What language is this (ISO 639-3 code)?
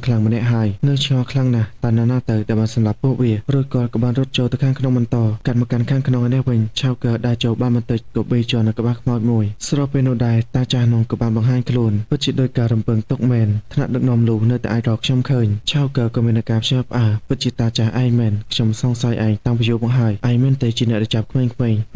khm